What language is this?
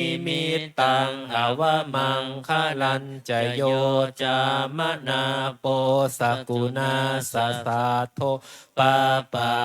Pali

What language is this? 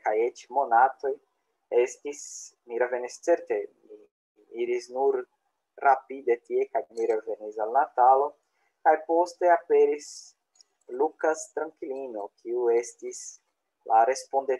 Esperanto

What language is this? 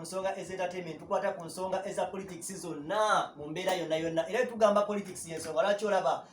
Ganda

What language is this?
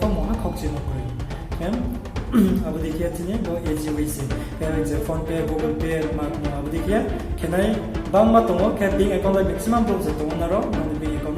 Riang (India)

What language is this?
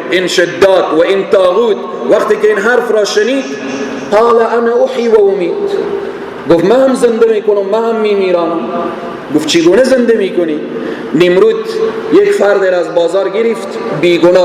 Persian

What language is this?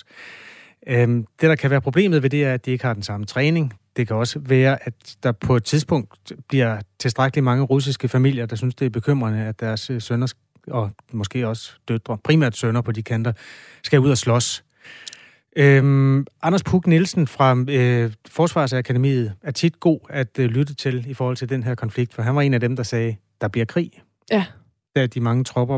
Danish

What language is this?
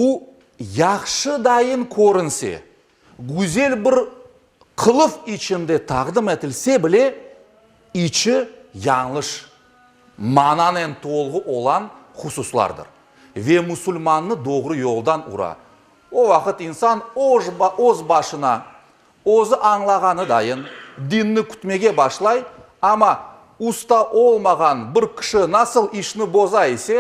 Crimean Tatar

